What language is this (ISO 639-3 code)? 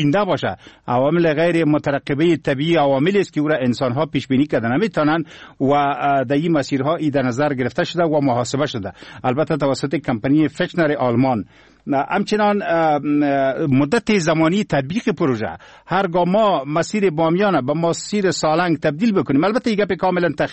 fas